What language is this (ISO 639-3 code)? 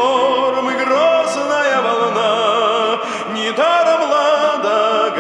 rus